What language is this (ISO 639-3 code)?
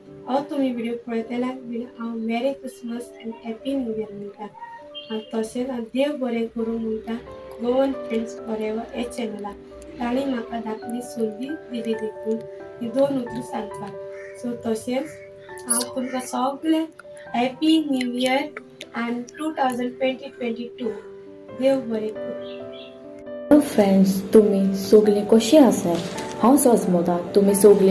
kok